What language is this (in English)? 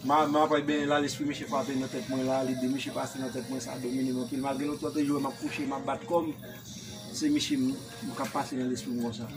Haitian Creole